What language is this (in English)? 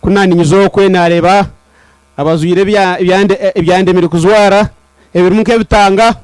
Nyankole